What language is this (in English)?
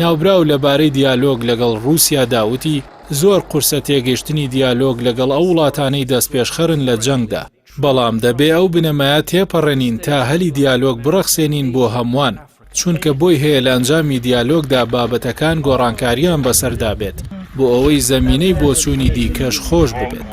Central Kurdish